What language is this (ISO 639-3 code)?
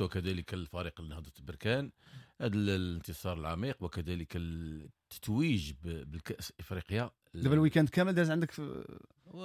ary